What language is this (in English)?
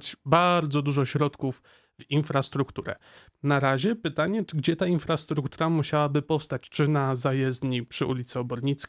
Polish